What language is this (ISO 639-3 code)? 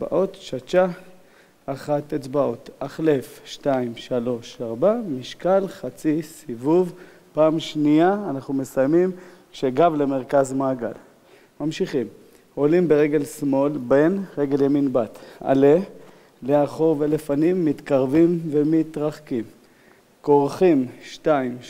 heb